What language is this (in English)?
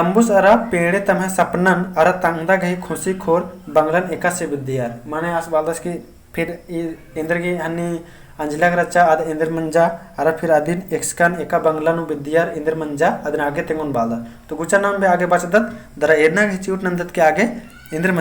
Kurukh